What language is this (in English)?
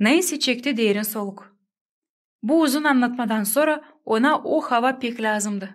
Gagauz